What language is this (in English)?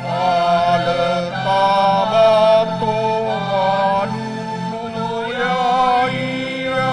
Nias